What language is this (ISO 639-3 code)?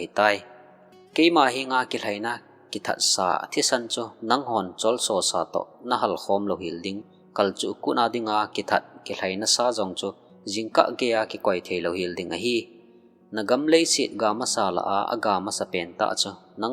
tcz